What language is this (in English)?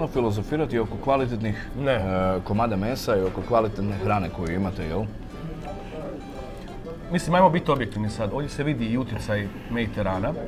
Croatian